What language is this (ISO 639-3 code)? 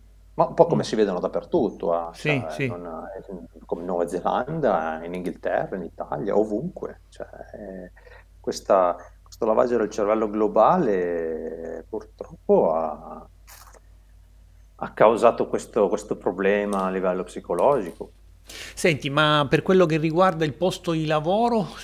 ita